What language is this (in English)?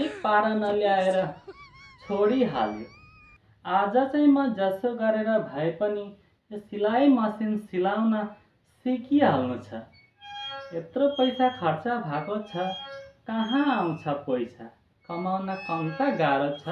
Nepali